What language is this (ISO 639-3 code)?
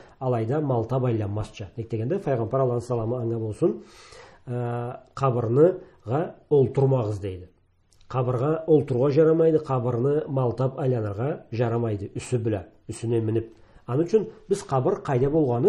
krc